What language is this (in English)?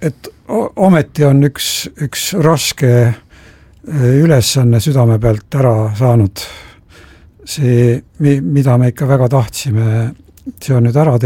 Estonian